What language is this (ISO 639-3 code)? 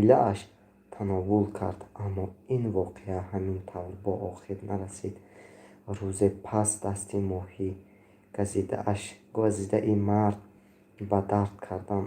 tgk